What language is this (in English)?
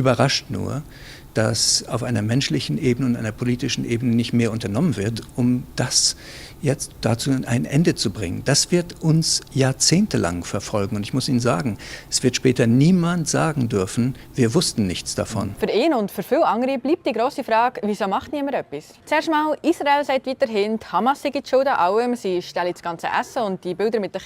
Swiss German